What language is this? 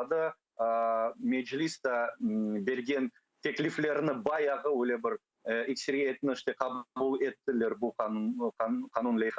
Crimean Tatar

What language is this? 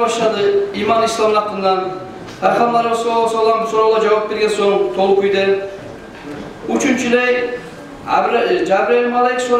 Kumyk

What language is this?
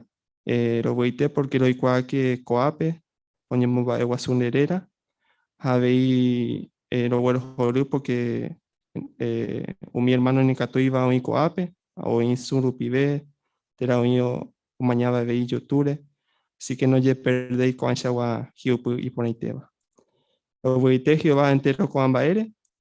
Guarani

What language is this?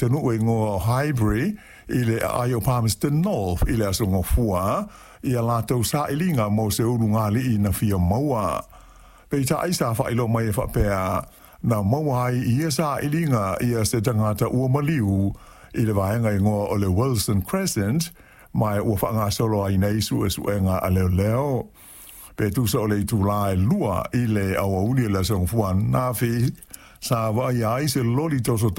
Samoan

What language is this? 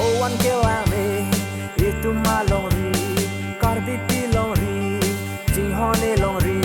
Karbi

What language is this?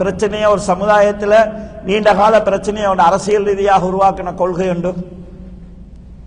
Tamil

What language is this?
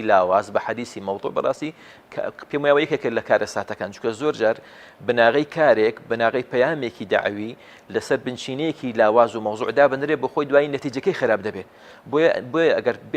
Central Kurdish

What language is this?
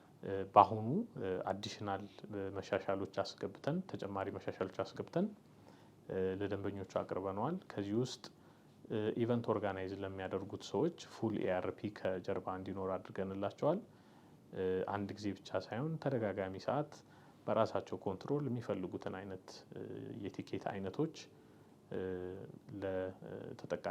Amharic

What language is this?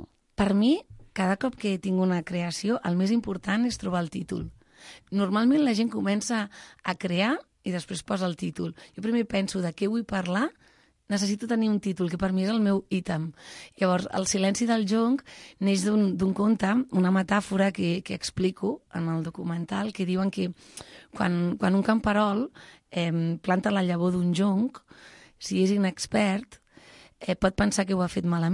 Catalan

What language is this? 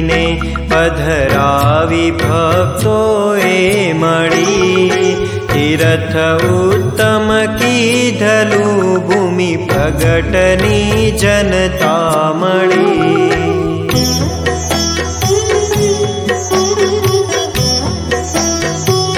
Gujarati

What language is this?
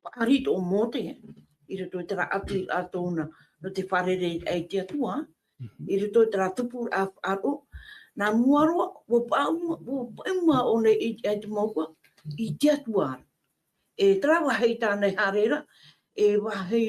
Tahitian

